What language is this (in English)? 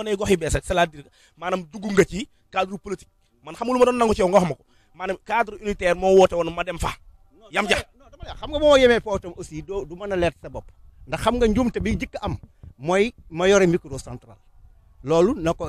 Wolof